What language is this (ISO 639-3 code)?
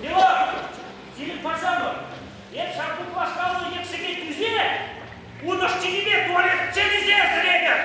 chv